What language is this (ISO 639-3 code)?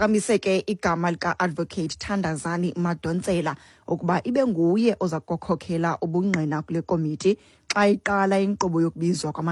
xho